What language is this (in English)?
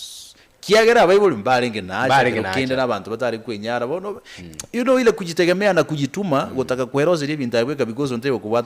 Gusii